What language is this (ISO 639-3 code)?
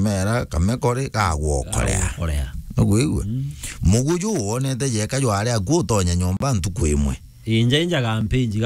mer